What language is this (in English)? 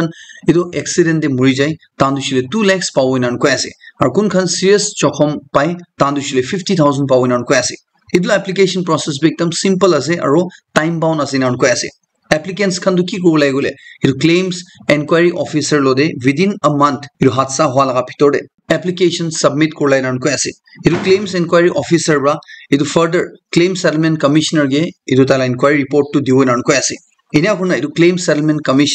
Naga Pidgin